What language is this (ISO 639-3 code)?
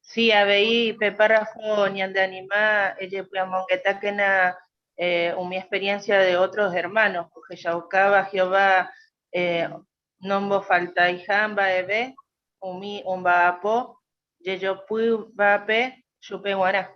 grn